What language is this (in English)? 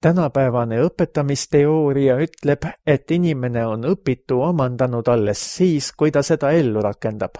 Estonian